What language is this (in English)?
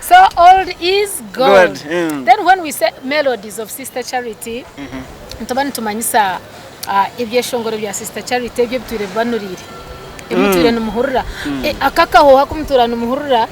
Nyankole